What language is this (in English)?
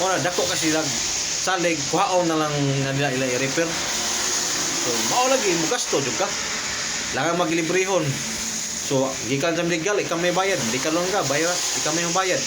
Cebuano